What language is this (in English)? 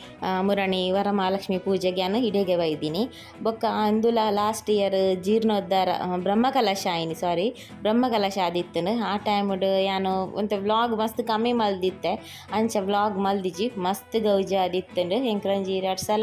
Tulu